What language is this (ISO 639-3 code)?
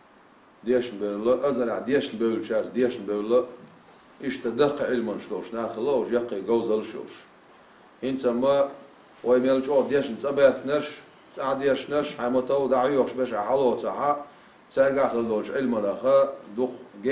che